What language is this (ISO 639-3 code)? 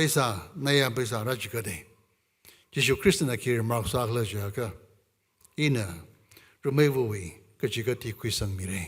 nmf